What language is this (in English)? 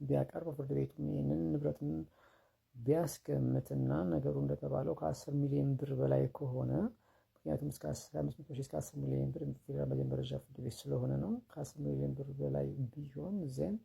Amharic